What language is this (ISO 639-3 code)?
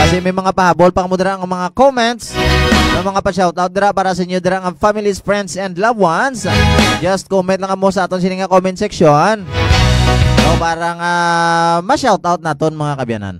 hil